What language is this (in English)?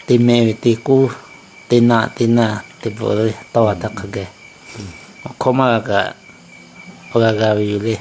Lahu